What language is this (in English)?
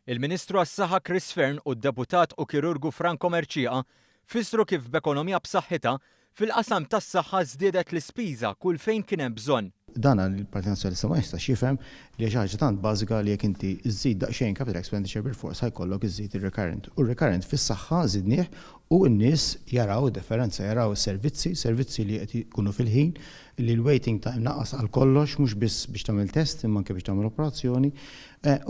Maltese